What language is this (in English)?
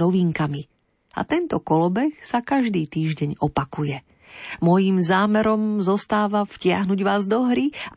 Slovak